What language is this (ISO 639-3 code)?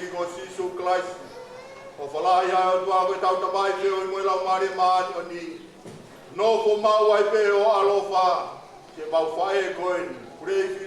ton